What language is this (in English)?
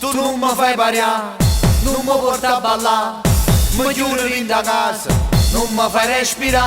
Neapolitan